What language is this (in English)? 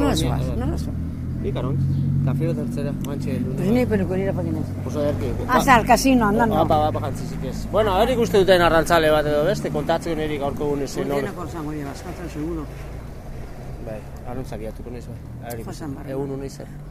Basque